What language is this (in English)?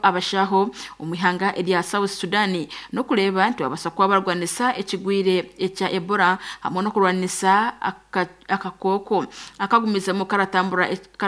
Nyankole